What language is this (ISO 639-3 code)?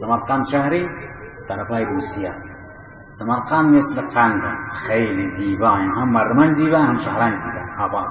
bal